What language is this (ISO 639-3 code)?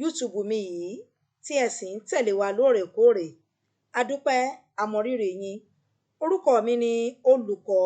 yor